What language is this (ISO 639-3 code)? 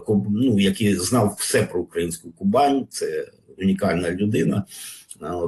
ukr